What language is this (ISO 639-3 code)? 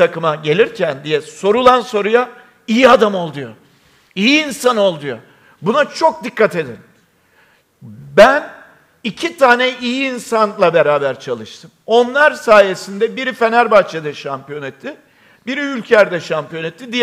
tur